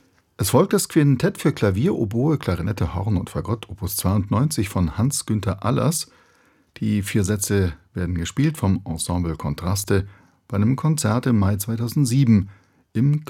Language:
German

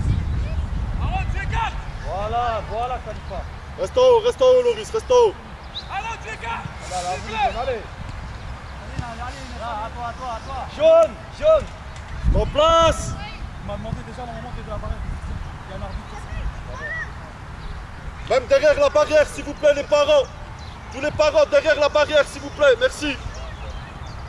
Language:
French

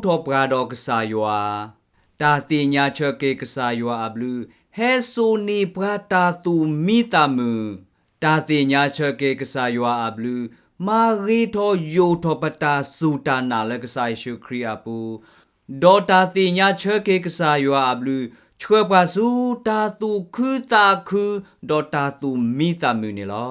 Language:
S'gaw Karen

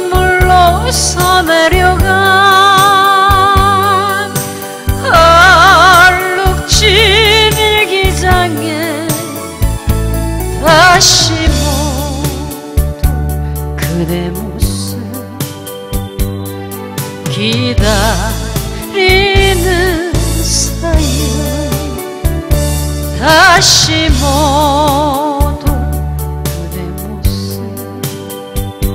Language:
Korean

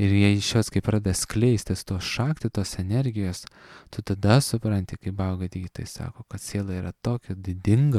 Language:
Lithuanian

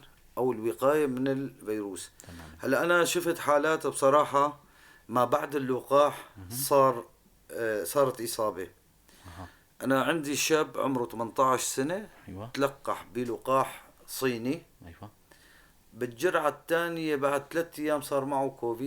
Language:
North Levantine Arabic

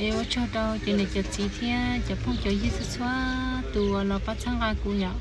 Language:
Hmong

